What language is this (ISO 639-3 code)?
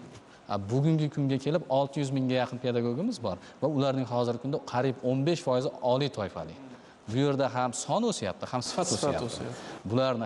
uzb